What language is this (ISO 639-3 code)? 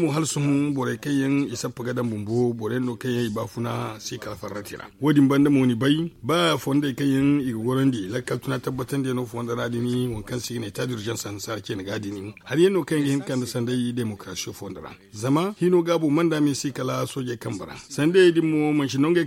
dje